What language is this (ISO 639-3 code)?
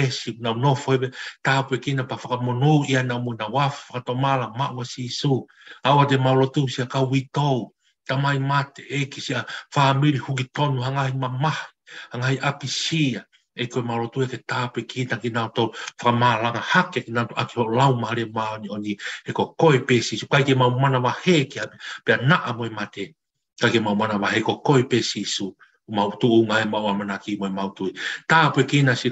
ton